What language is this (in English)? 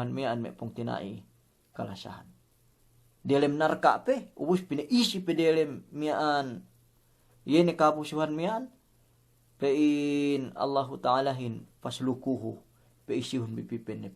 Yakan